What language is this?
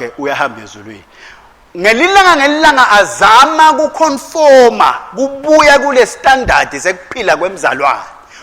Swati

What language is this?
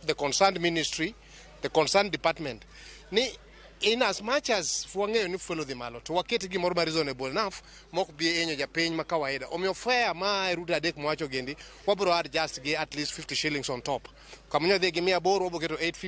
Luo (Kenya and Tanzania)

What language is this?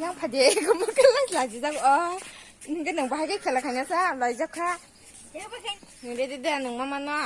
Kok Borok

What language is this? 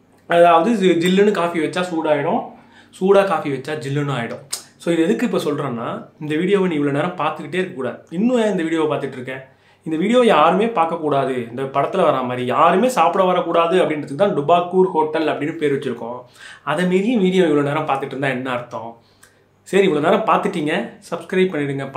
Tamil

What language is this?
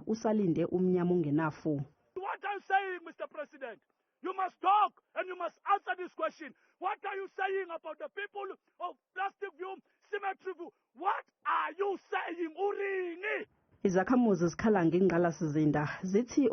Zulu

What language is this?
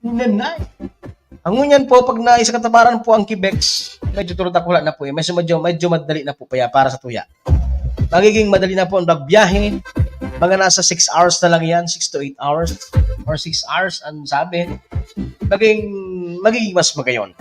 Bikol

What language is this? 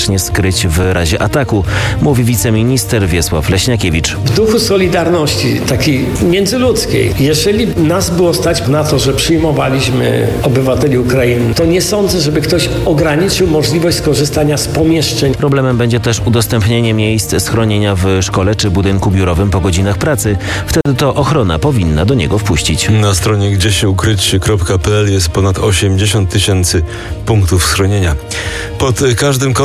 Polish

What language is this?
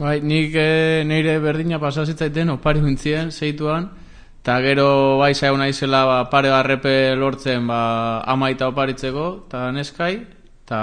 Basque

